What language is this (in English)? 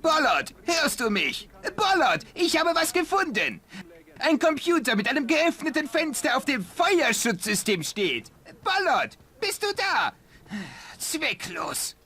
Bavarian